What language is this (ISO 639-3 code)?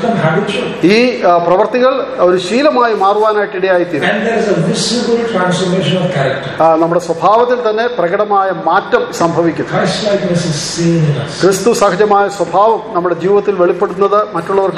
mal